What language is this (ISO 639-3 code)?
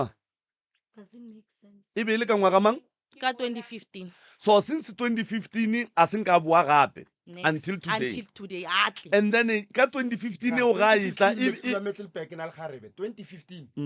nso